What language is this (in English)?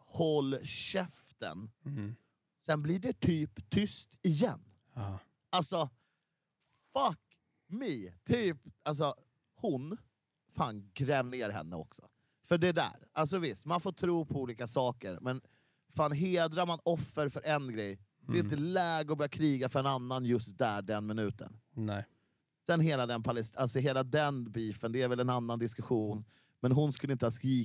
Swedish